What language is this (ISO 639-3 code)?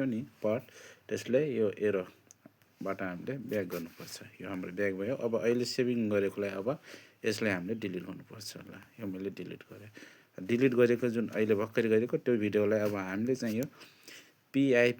nep